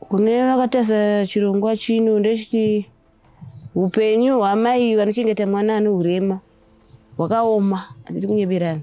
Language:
Shona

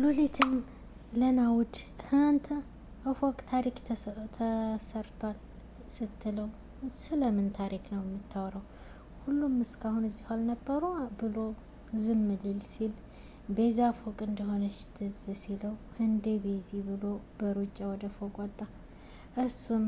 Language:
Amharic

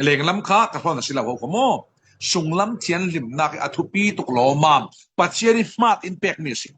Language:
Falam Chin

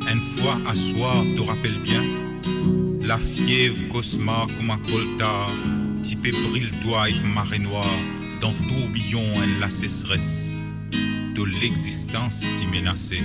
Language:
Morisyen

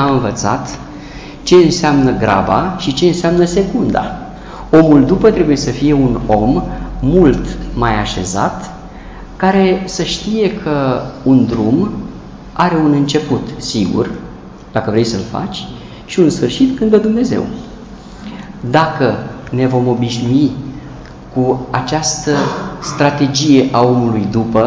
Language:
Romanian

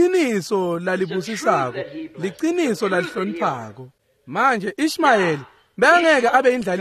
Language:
Swati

